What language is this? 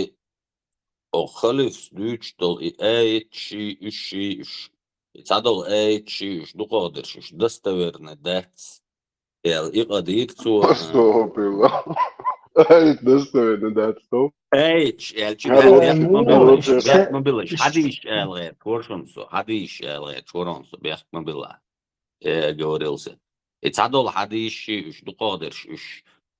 Chechen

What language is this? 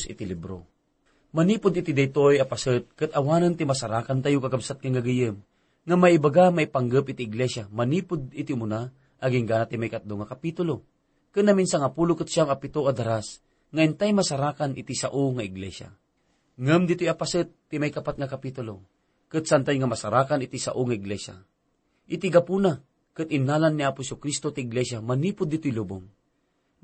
Iloko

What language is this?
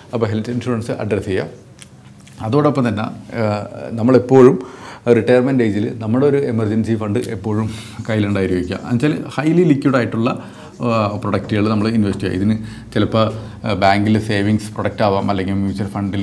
Malayalam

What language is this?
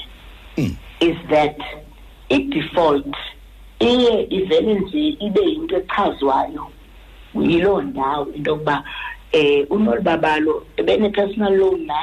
Xhosa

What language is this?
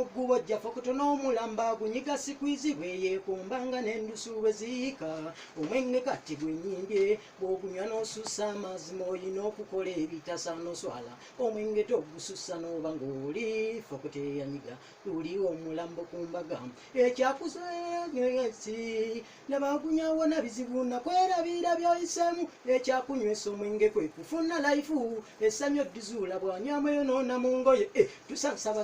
Ganda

